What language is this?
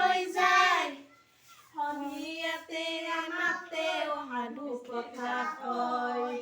Assamese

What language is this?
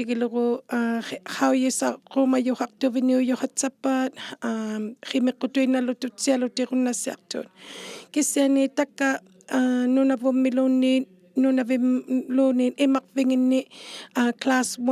Inuktitut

